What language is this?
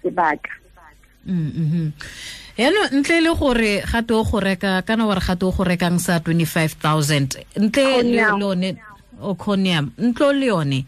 Tswana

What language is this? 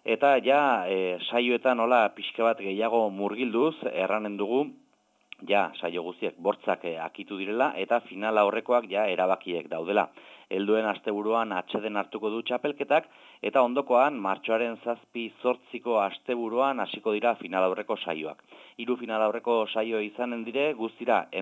Basque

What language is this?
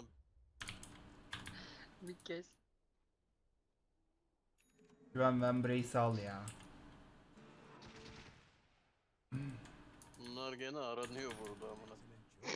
Turkish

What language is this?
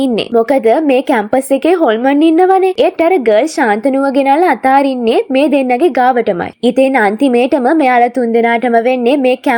Sinhala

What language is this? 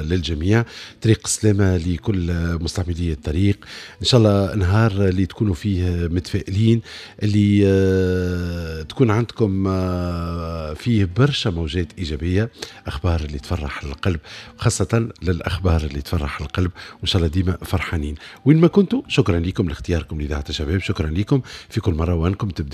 Tunisian Arabic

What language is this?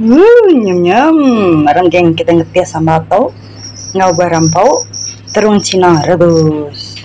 Iban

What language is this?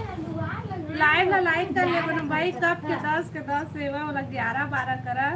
Chhattisgarhi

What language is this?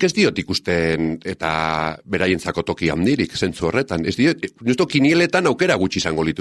Basque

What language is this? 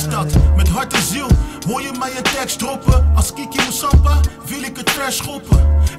Dutch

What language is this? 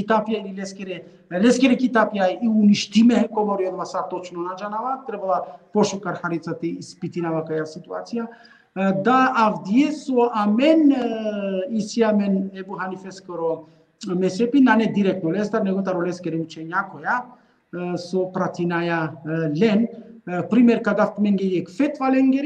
Balkan Romani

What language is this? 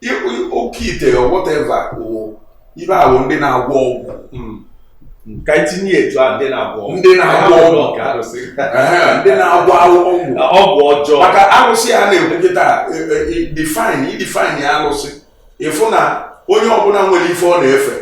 Igbo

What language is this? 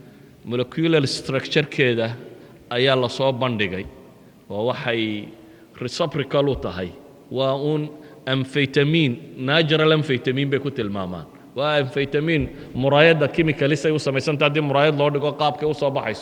Somali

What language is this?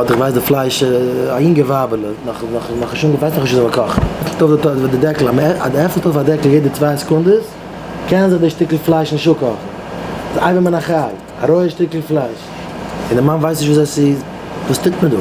Yiddish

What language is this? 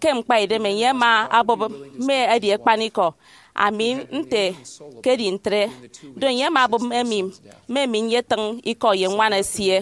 Efik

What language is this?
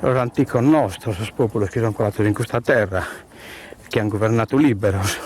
Sardinian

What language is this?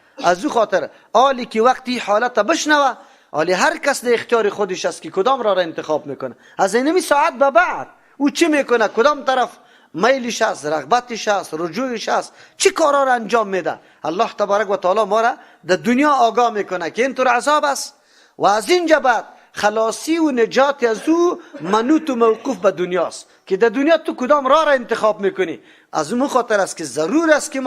Persian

